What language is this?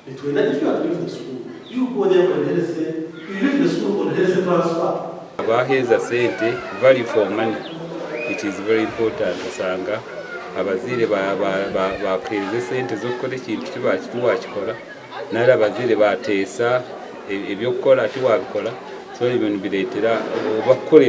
Nyankole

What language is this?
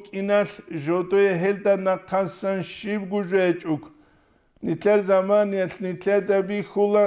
Avaric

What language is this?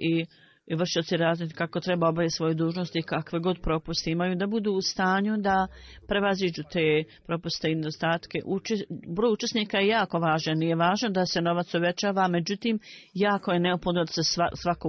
Bosnian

